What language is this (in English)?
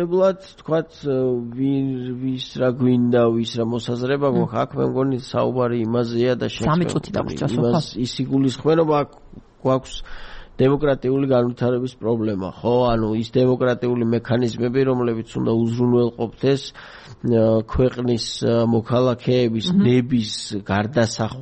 Georgian